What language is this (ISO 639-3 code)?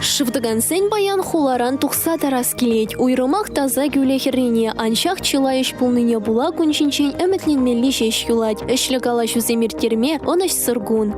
chv